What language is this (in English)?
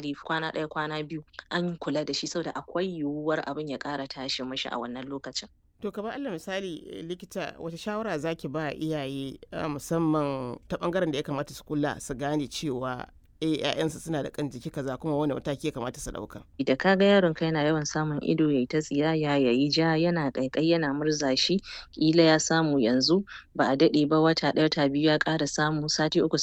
Hausa